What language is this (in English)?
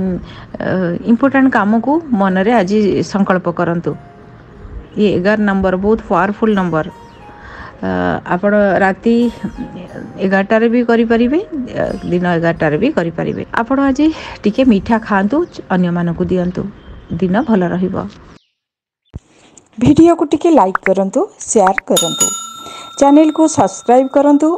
Odia